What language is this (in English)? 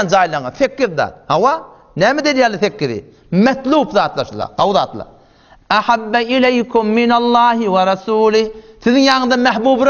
Turkmen